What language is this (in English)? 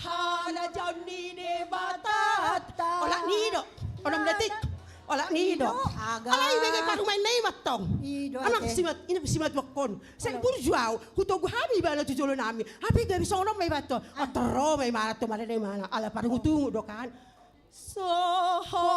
Batak Toba